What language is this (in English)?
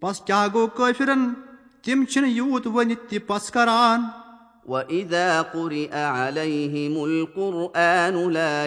Kashmiri